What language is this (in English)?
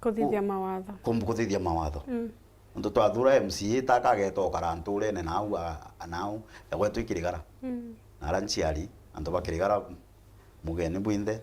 Meru